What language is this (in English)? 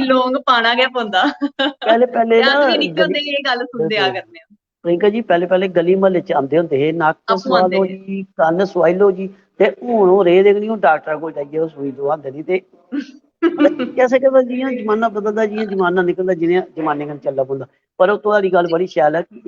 Dogri